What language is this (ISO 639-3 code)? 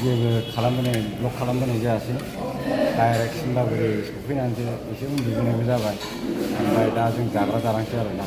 brx